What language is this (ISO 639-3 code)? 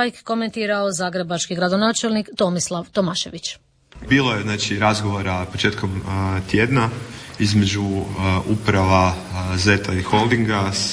hrv